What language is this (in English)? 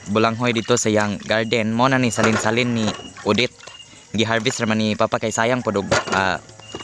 Cebuano